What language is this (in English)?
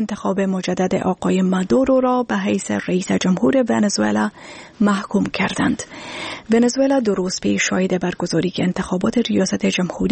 Persian